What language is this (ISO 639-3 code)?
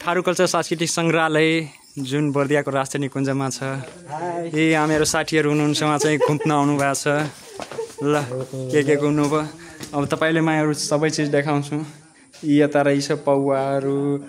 nep